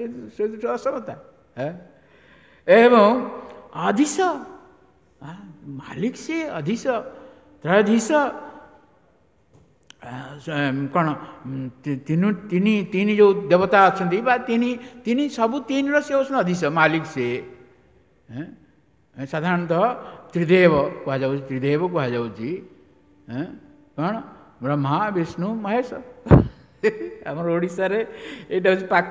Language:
Odia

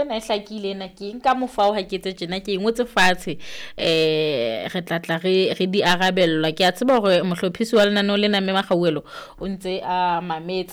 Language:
Southern Sotho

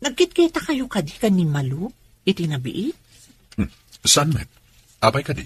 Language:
Iloko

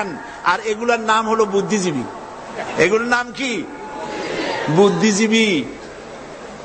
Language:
Bangla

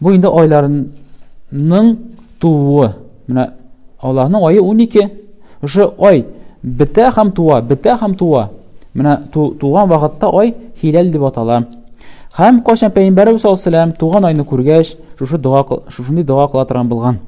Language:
Tatar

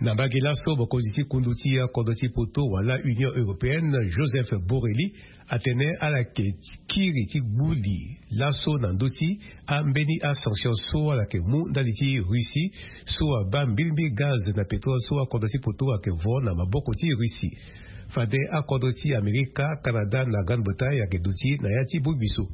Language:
Sango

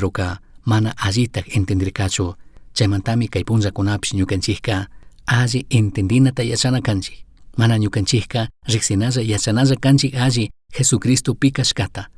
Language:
Chimborazo Highland Quichua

